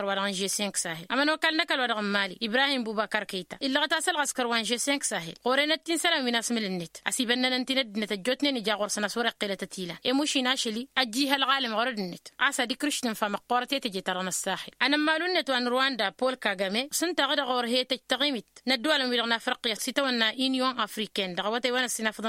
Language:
Tamasheq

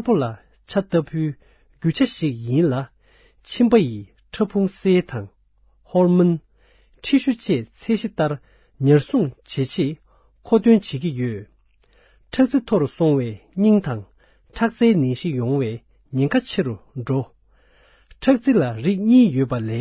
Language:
Tibetan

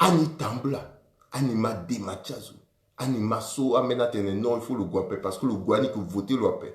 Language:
Sango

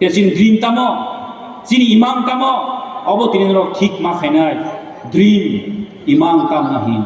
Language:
Kok Borok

